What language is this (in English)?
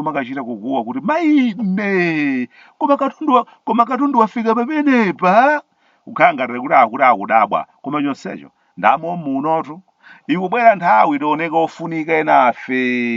Nyanja